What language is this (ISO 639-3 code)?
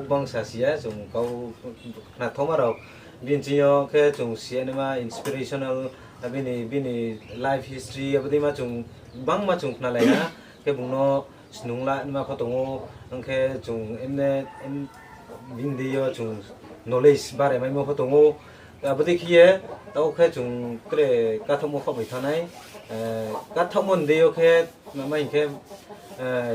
ria